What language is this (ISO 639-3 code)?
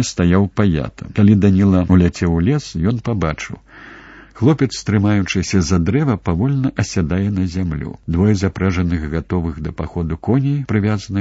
bel